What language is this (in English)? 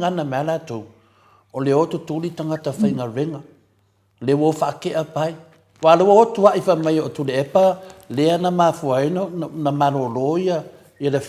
Samoan